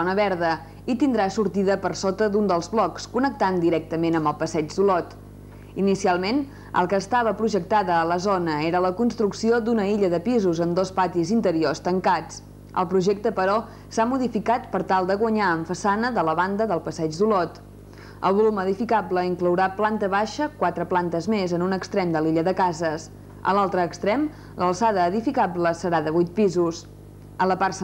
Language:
Catalan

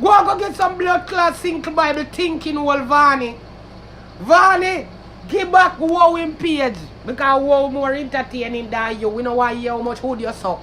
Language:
Jamaican Creole English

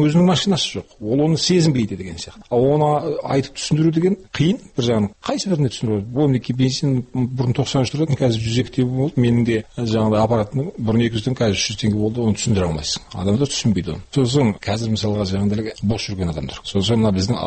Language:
Kazakh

